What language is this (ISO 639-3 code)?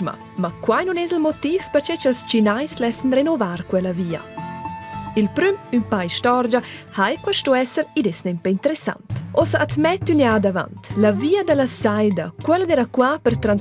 roh